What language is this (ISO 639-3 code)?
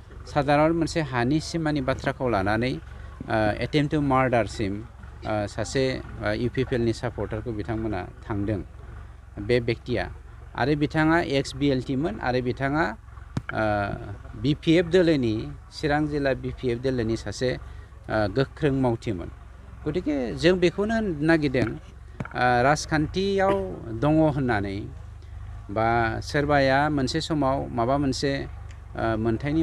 brx